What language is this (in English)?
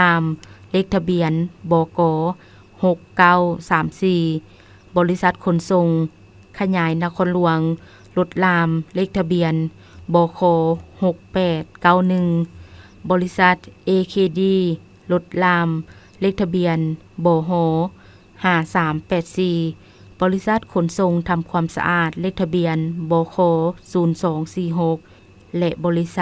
Lao